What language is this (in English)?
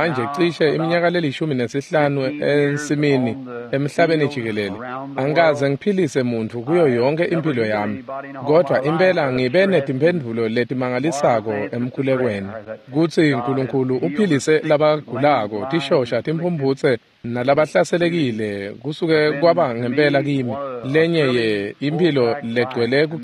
Swati